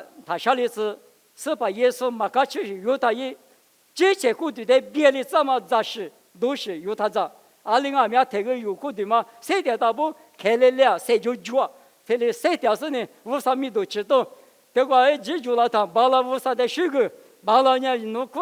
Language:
Lisu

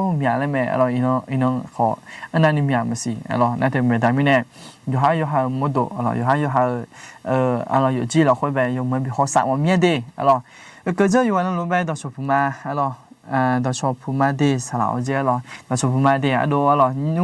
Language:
Akha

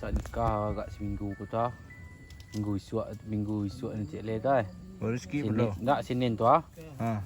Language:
Minangkabau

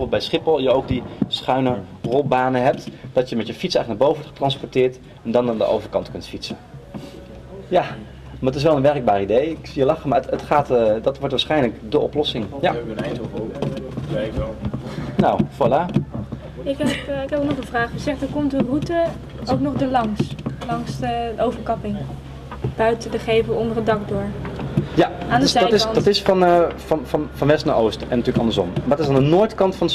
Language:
Dutch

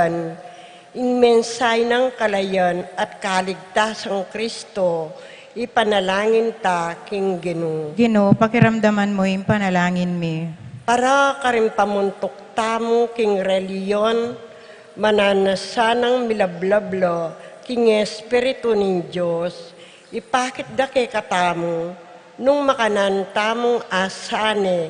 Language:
Pampanga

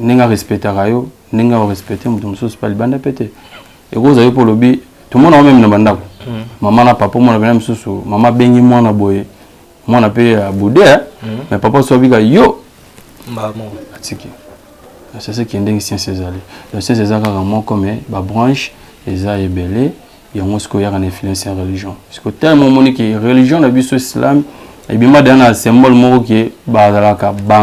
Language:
Lingala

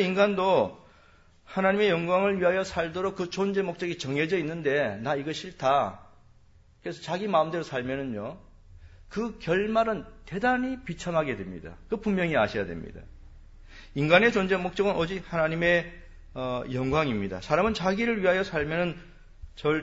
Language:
Korean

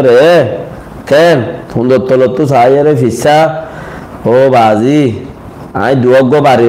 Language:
Rohingya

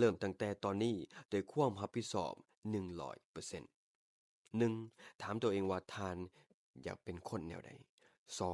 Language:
Lao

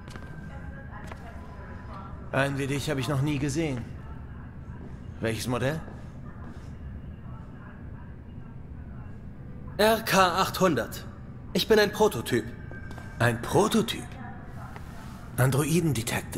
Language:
German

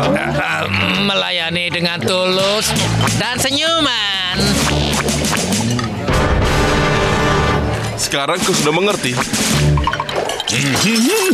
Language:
Indonesian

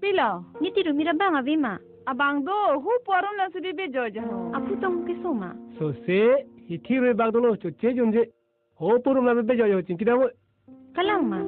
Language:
Karbi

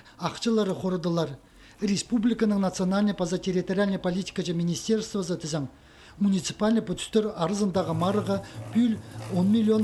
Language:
Khakas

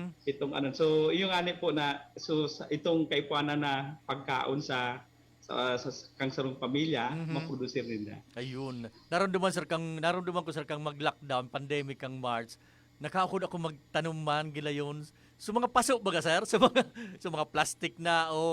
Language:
Bikol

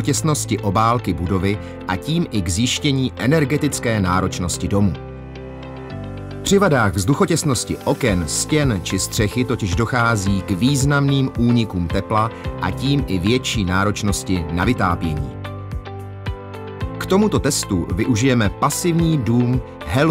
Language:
Czech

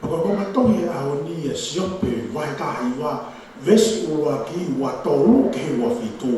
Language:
Tongan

